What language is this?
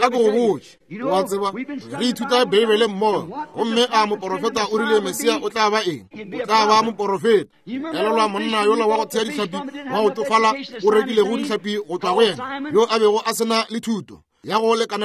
Northern Sotho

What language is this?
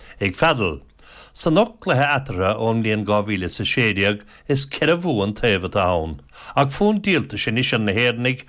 Irish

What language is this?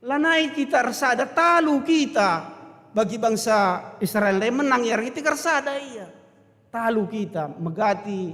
Batak Karo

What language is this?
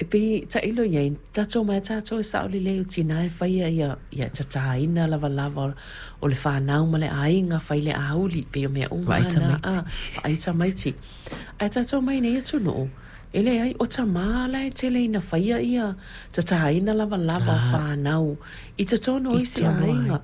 Samoan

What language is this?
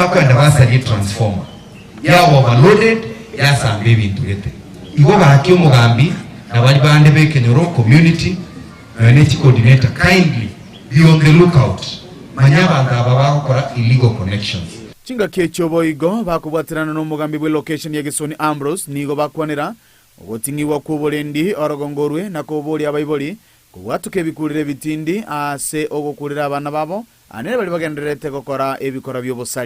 Gusii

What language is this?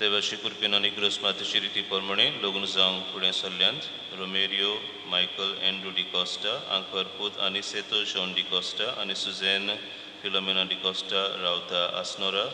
Konkani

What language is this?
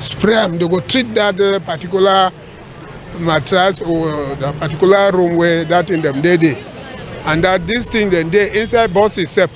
Cameroon Pidgin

